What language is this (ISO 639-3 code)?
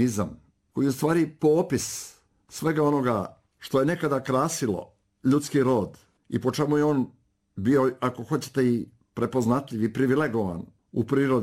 srp